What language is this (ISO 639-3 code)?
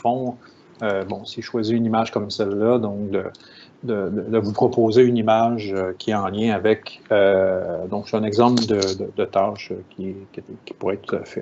fra